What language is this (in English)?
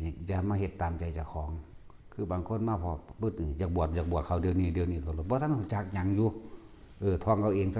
Northeastern Thai